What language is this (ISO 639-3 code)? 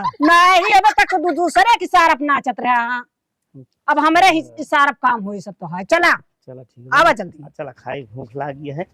awa